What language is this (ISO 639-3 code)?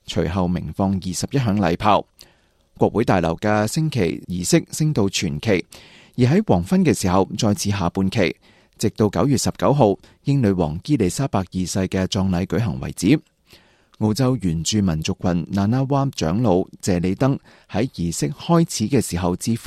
yue